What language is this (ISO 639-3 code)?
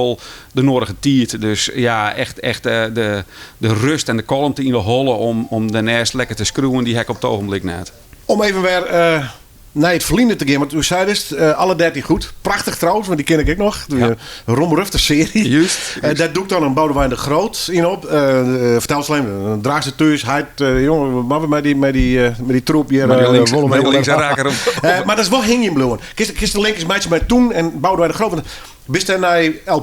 fry